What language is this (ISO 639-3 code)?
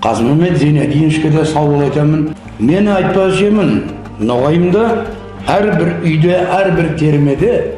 nog